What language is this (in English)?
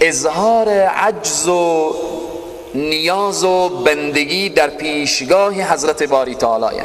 Persian